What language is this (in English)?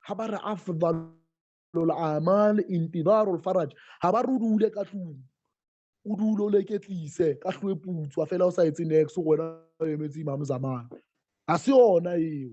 Southern Sotho